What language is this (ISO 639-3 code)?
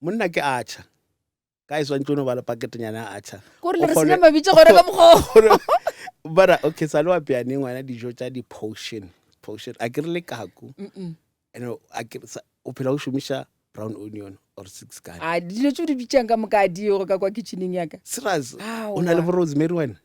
nso